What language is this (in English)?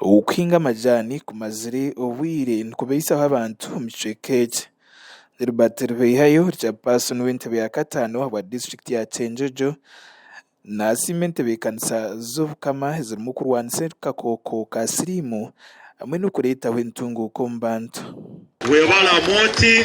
Nyankole